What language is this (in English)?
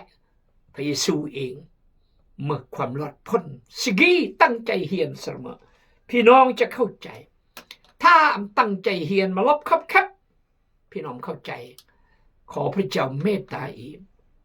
Khmu